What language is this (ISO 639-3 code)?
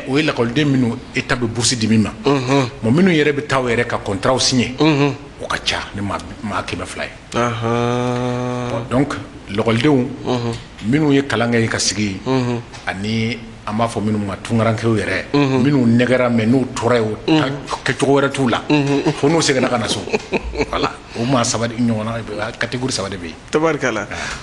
bam